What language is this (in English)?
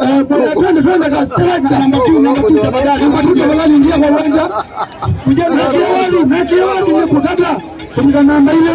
Kamba